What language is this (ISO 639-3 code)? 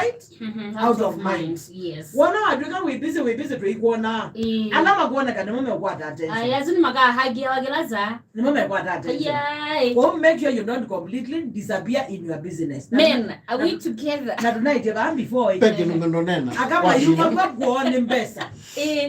kam